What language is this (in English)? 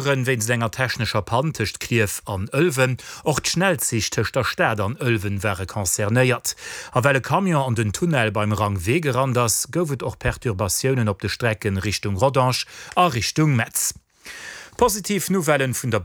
Luxembourgish